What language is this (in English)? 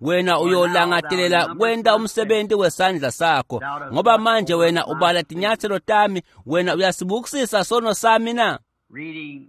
Swati